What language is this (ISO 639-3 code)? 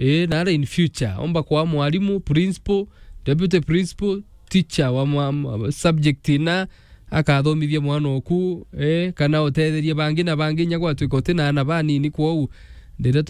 mer